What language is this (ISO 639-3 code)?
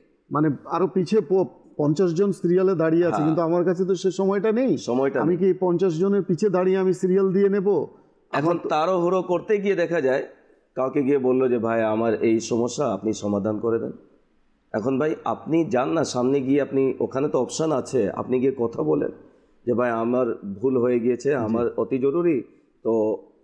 ben